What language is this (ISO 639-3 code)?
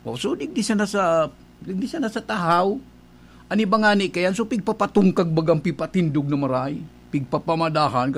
bik